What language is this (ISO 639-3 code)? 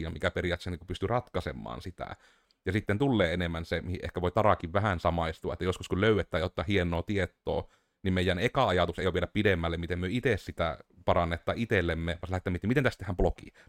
fin